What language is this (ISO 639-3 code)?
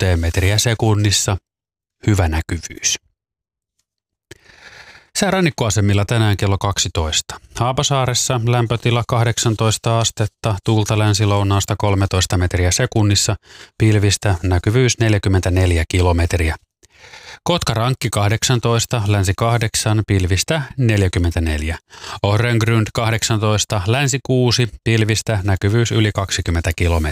fin